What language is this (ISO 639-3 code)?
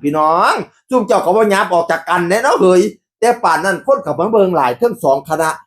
tts